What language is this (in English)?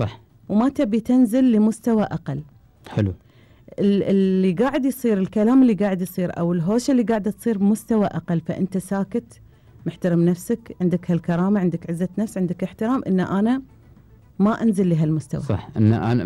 Gulf Arabic